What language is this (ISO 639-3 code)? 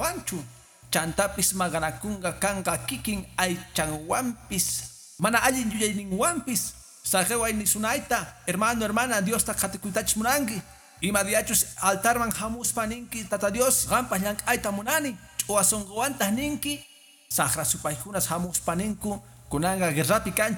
que